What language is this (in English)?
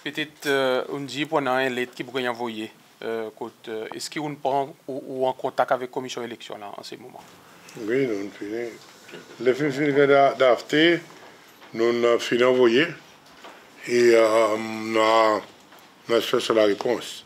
Seselwa Creole French